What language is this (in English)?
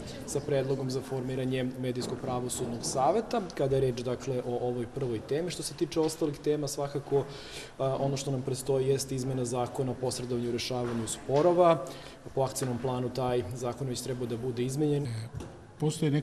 Serbian